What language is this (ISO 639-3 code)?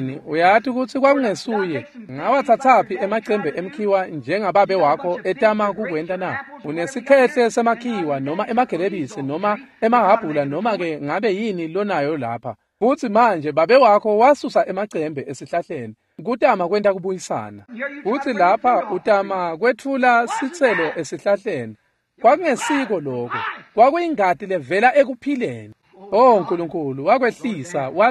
ssw